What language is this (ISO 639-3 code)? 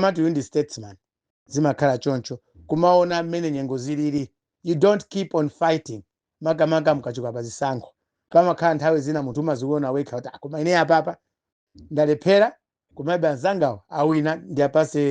nya